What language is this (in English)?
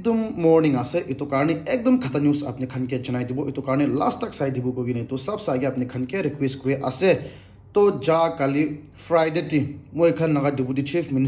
Naga Pidgin